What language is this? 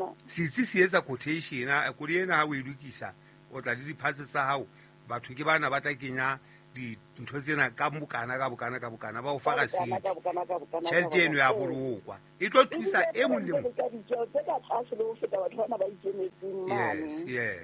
Southern Sotho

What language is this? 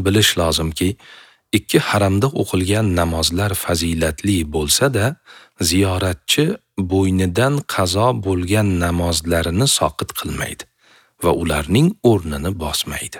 Uzbek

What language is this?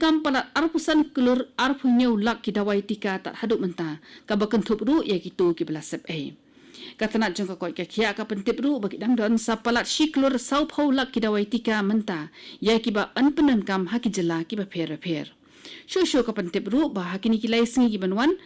Khasi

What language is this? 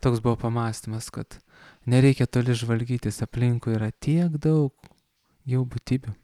Lithuanian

